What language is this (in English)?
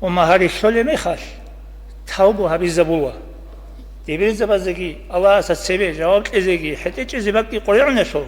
Avaric